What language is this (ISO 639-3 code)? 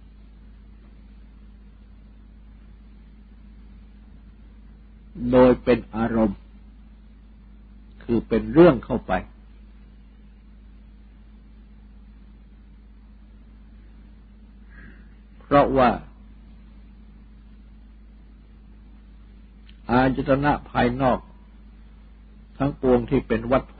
tha